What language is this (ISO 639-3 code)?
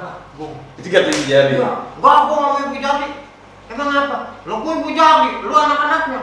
bew